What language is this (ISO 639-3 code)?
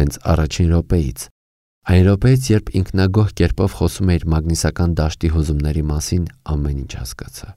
hye